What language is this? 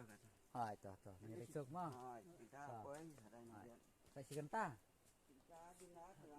Khasi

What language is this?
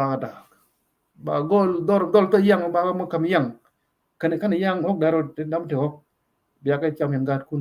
Nuer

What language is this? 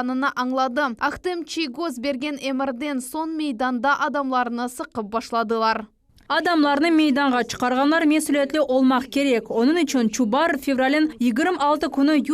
Crimean Tatar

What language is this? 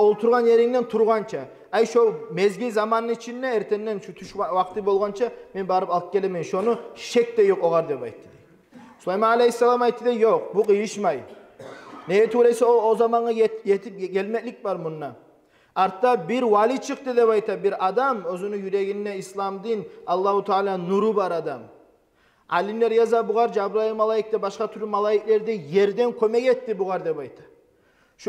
Kumyk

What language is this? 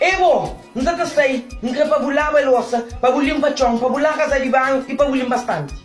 Kabuverdianu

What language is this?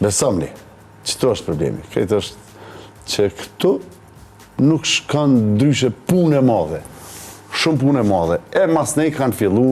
Albanian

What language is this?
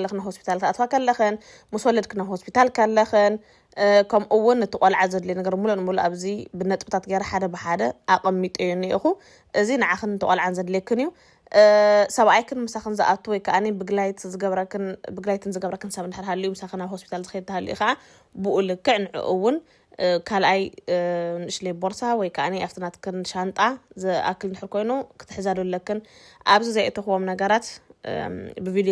Tigrinya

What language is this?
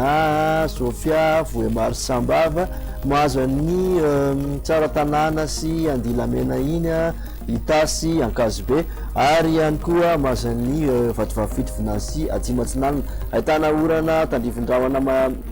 Malagasy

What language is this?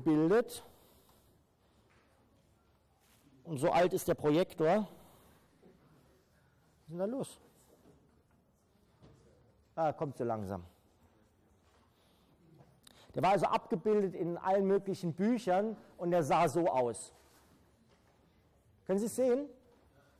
German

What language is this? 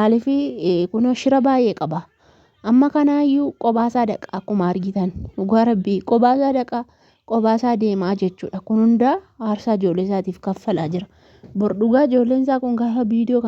Oromo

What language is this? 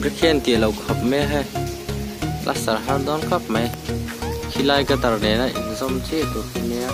Mizo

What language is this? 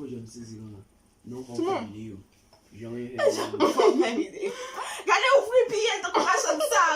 Haitian Creole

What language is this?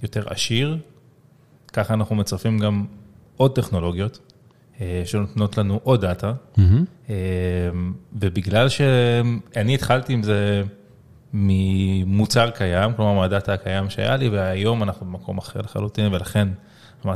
Hebrew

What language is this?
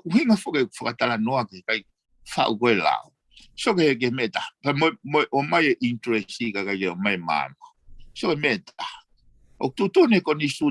Tongan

